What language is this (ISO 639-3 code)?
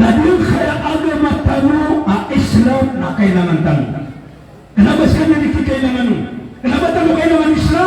mrw